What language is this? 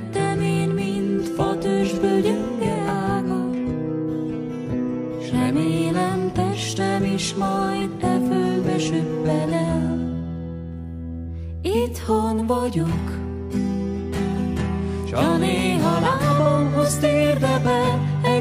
Hungarian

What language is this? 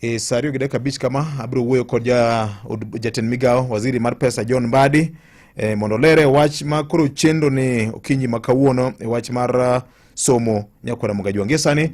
Luo (Kenya and Tanzania)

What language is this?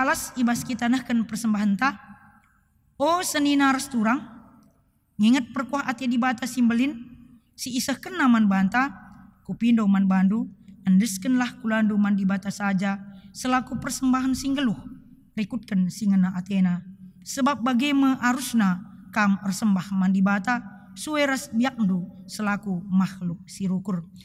Batak Karo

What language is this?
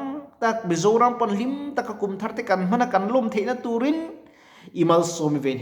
Mizo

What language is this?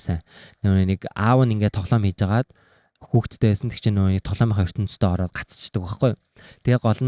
Mongolian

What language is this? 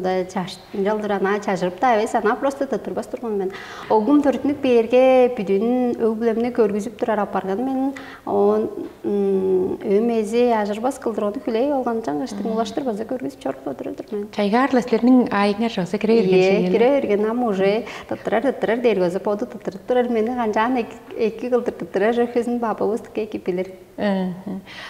Tuvinian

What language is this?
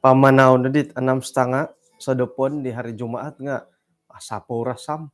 Central Dusun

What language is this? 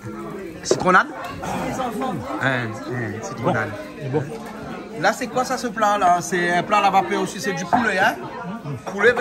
Réunion Creole French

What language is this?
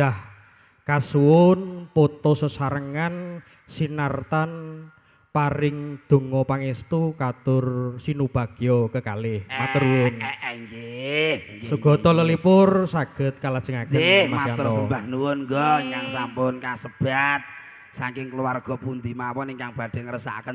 Javanese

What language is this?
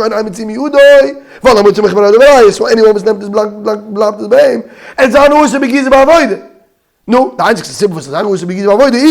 Yiddish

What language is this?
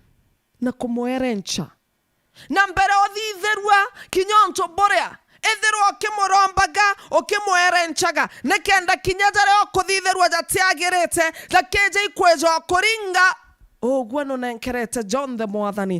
Meru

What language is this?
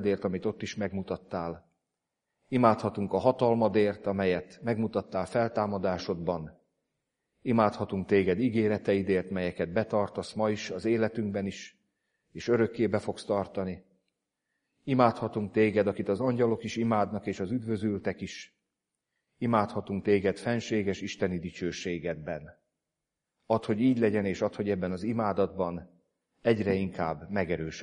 Hungarian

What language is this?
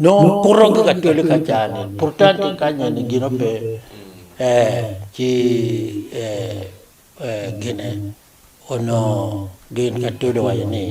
Acoli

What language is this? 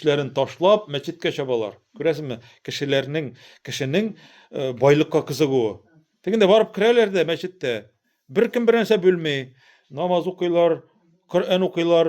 Tatar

